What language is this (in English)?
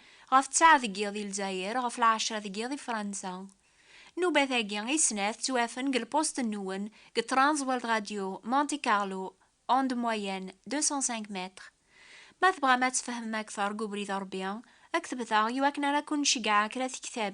Kabyle